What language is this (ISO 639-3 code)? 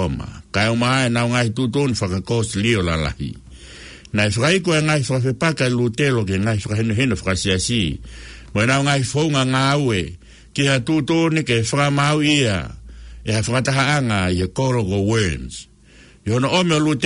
ton